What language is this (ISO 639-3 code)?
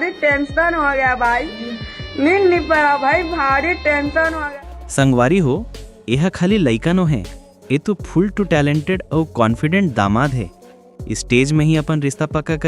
hne